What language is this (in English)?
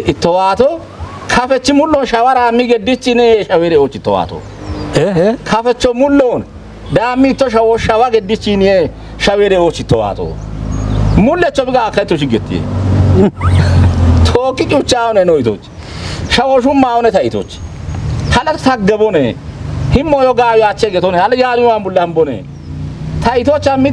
Kafa